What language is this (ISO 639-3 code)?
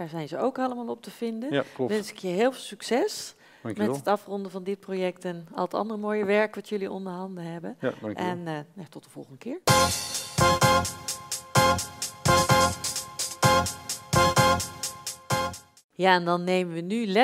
nld